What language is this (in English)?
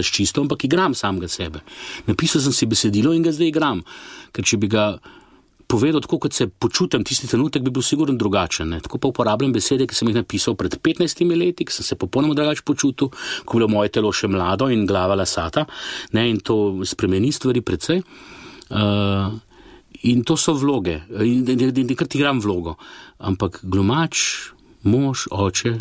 Slovenian